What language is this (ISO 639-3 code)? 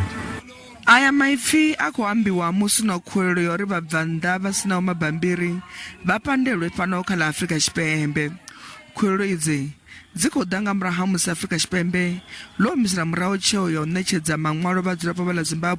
ven